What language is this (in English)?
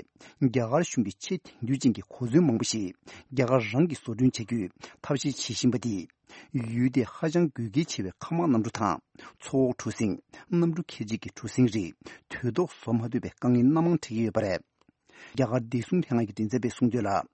Tibetan